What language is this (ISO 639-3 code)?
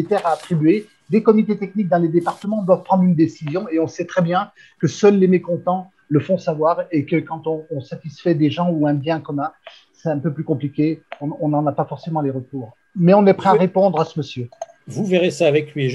fra